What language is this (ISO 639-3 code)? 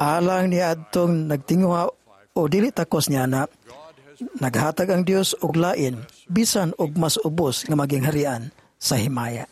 ceb